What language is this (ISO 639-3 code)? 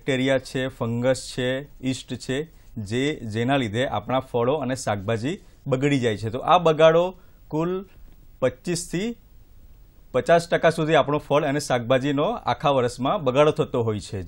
guj